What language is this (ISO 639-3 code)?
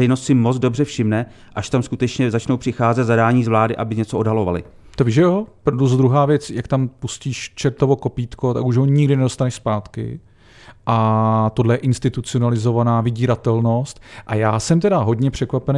ces